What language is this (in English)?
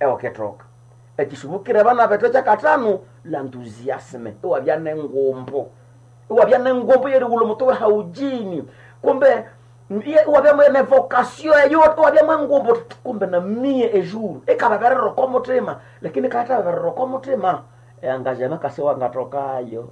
Nande